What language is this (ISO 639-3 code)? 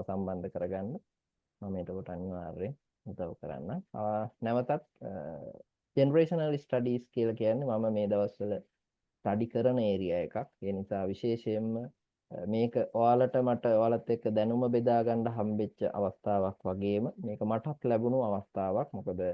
sin